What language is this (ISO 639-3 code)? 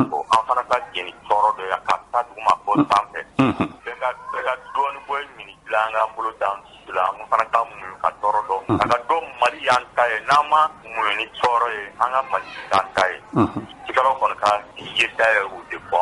bam